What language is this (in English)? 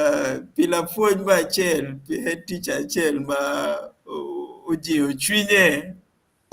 Acoli